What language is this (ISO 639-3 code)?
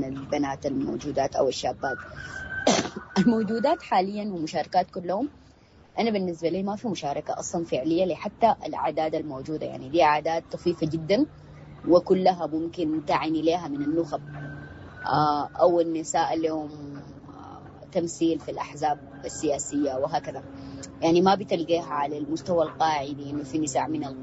apd